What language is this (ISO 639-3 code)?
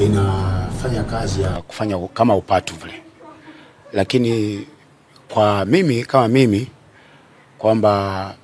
swa